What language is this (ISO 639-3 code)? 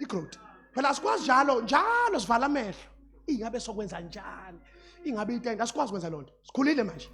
zul